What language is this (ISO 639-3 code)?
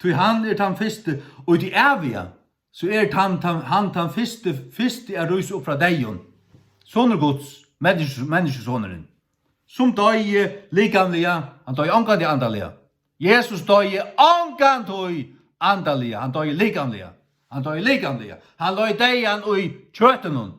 fao